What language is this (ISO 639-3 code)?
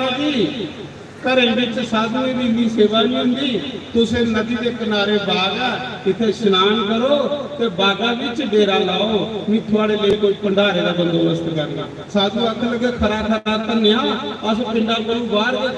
doi